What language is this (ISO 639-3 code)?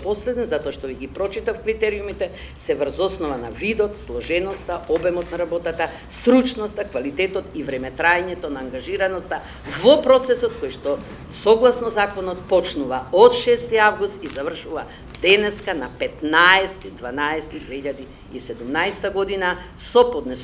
mkd